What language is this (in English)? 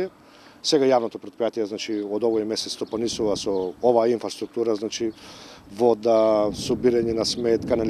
Macedonian